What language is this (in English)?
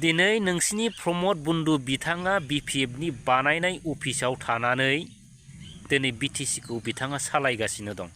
Bodo